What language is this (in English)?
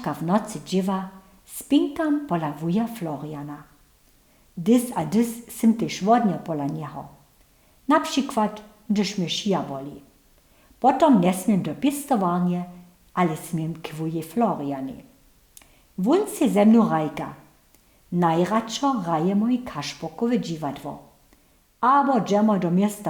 Upper Sorbian